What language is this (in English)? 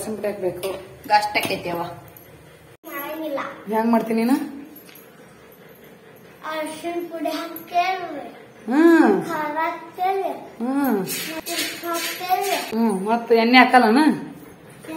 Kannada